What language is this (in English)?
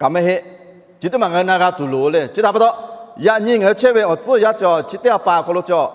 Lahu